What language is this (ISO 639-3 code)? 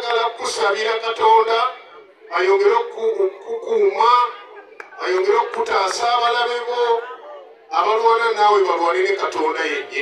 lug